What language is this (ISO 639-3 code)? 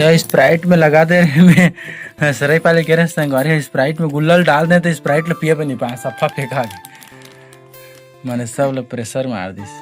hne